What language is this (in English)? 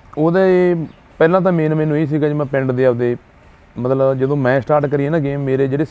Punjabi